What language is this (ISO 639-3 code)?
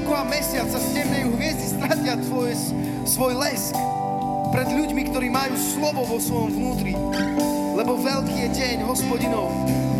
slk